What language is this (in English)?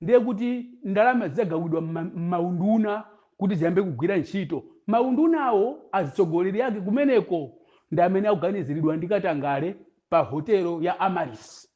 Nyanja